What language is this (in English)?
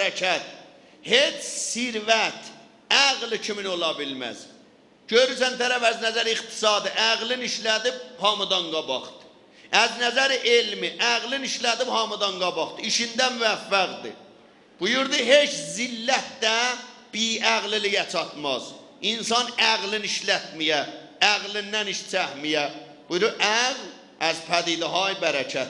South Azerbaijani